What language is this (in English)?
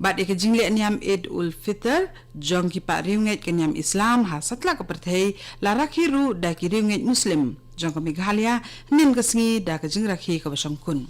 Khasi